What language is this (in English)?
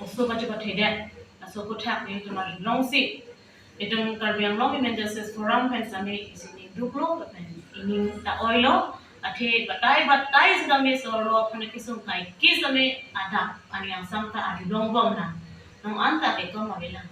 Karbi